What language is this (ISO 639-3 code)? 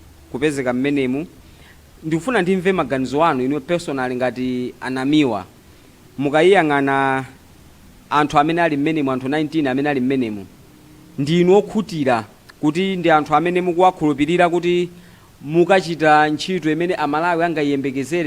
nya